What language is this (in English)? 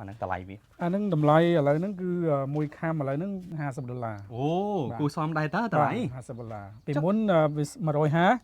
Khmer